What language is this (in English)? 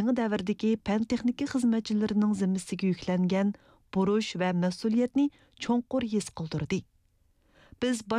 Uyghur